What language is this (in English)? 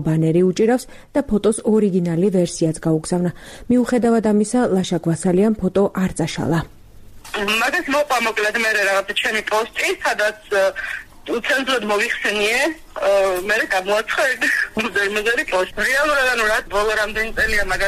Georgian